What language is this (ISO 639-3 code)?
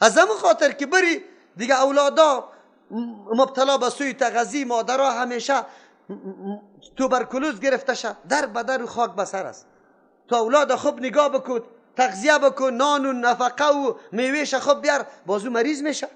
fas